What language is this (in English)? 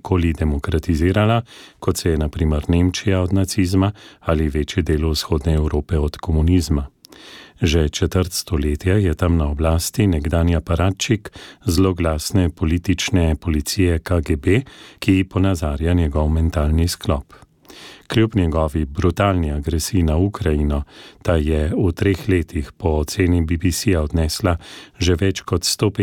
Slovenian